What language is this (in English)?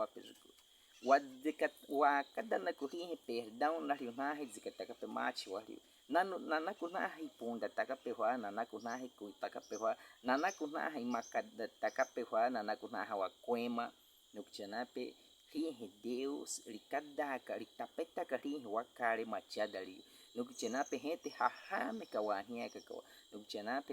Baniwa